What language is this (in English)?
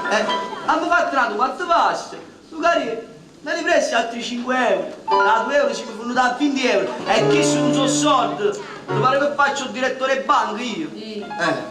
Neapolitan